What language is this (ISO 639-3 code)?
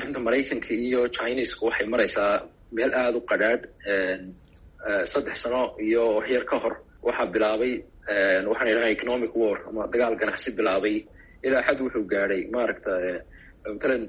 som